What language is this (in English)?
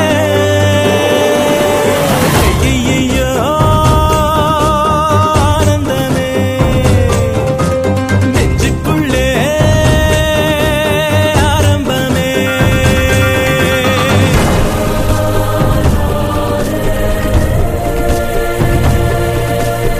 Tamil